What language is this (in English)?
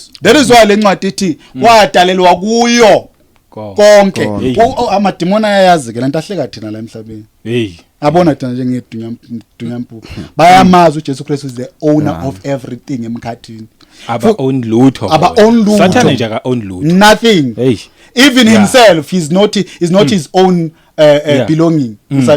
Zulu